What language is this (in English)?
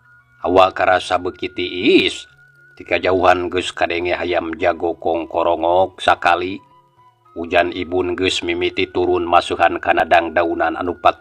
Sundanese